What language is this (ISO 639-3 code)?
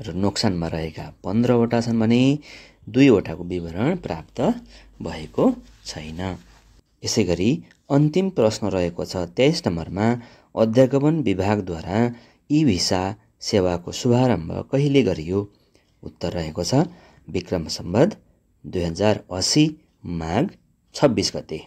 nep